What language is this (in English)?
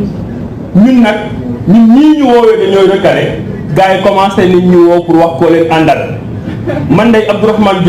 Wolof